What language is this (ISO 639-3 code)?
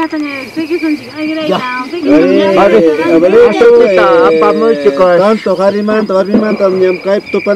quy